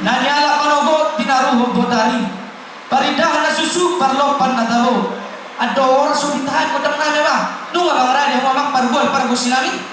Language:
Batak Toba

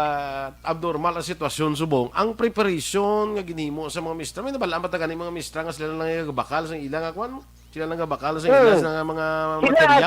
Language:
Hiligaynon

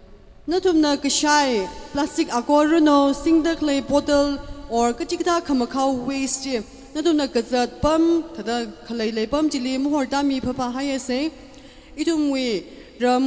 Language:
Tangkhul Naga (India)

